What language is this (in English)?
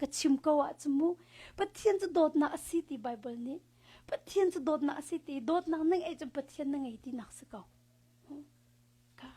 Hakha Chin